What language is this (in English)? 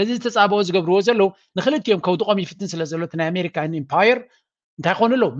Tigrinya